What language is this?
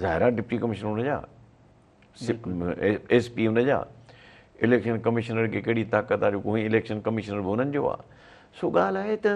Sindhi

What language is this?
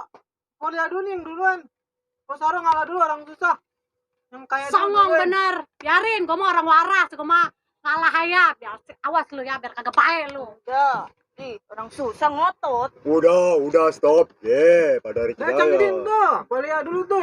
Betawi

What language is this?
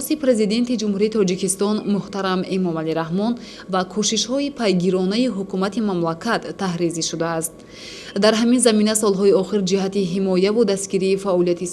Tajik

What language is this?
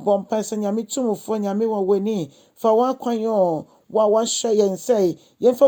Akan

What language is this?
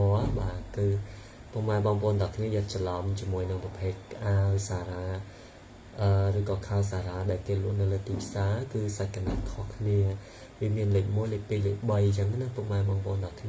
Khmer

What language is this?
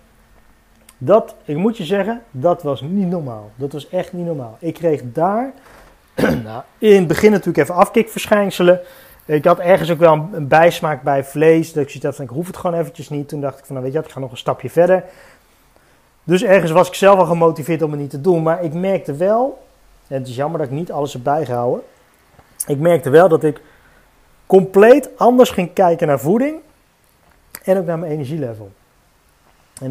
Dutch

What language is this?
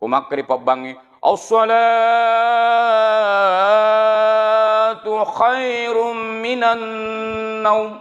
Buginese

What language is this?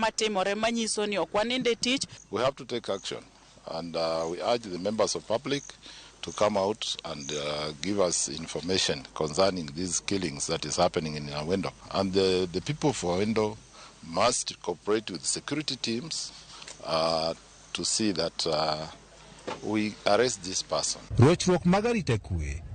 Luo (Kenya and Tanzania)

